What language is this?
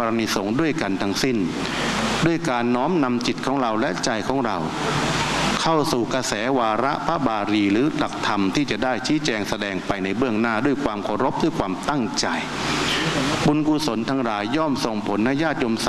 Thai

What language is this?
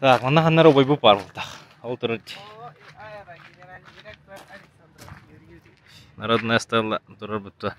Yakut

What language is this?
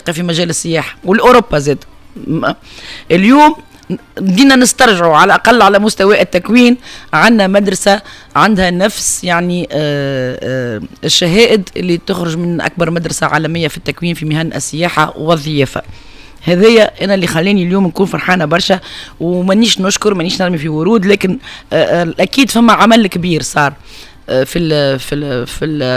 Tunisian Arabic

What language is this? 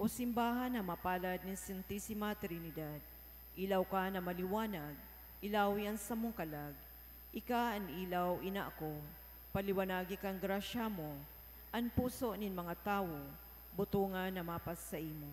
Bikol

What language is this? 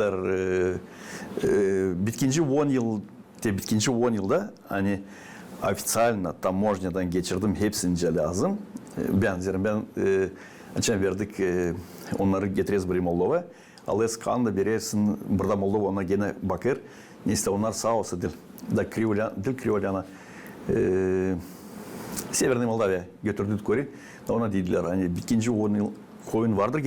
Gagauz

